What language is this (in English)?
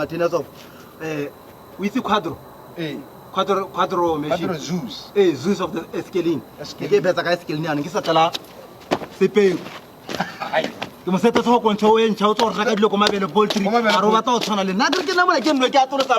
Tswana